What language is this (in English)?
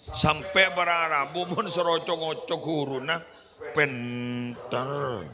Madurese